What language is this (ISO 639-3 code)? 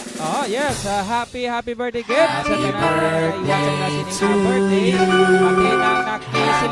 hil